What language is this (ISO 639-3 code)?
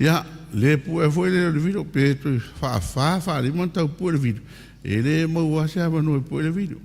smo